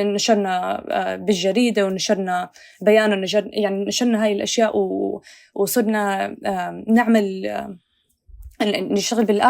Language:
North Levantine Arabic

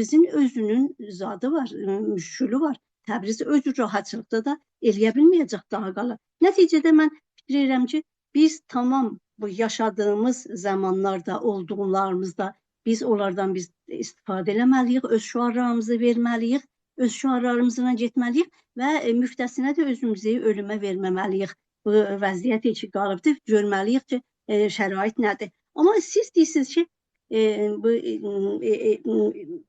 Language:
South Azerbaijani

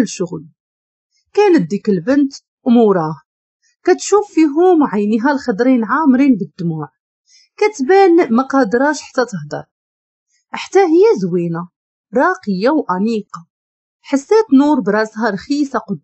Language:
Moroccan Arabic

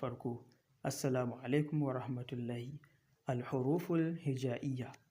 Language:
Hausa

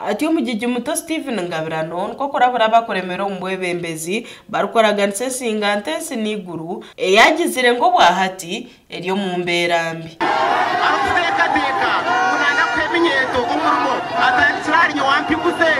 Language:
Nyankole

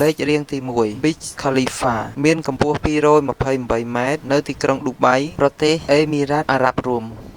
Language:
Khmer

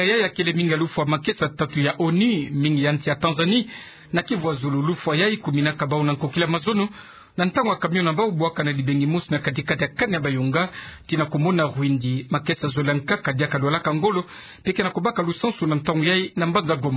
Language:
Kituba (Democratic Republic of Congo)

